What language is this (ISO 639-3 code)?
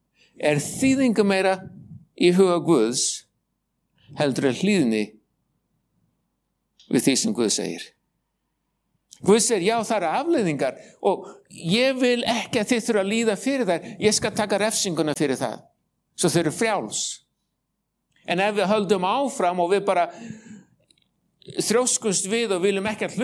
isl